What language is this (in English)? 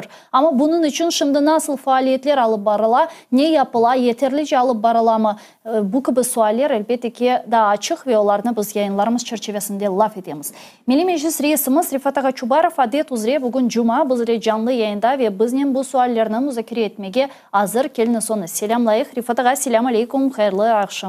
Crimean Tatar